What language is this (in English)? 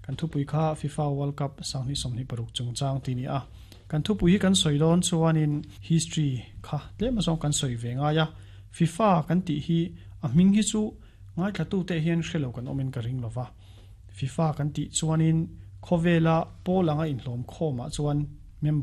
Mizo